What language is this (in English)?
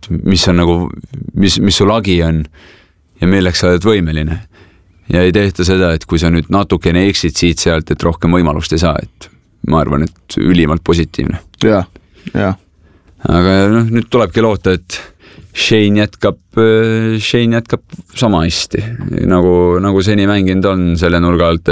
Estonian